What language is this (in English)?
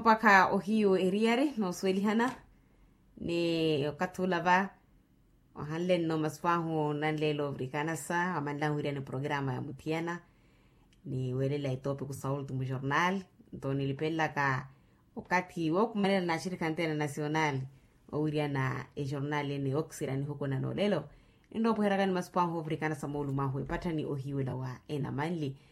Makhuwa